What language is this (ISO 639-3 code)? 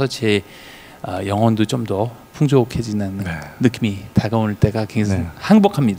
kor